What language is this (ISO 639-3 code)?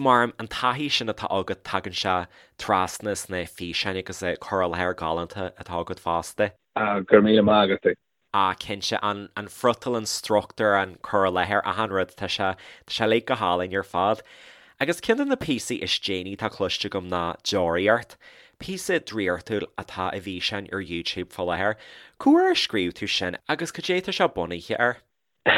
gle